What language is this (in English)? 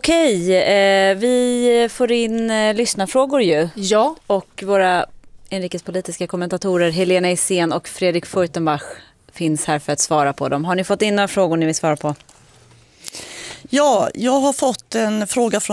Swedish